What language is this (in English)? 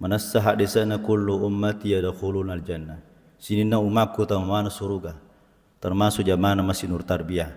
Buginese